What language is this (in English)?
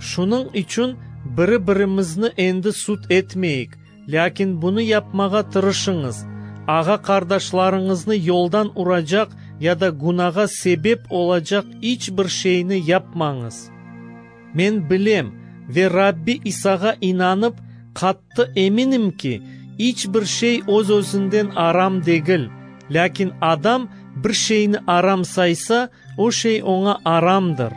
Crimean Tatar